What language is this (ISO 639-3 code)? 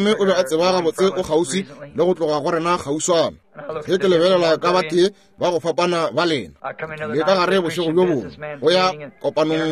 nso